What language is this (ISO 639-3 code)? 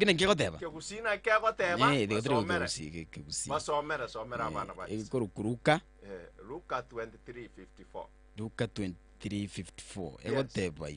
guz